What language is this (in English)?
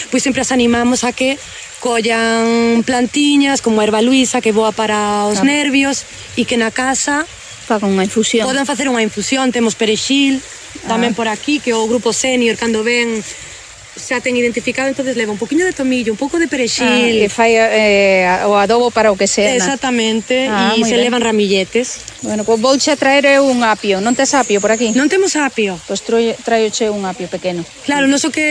Galician